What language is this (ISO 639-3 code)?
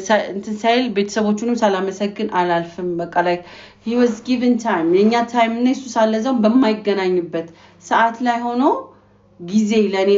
amh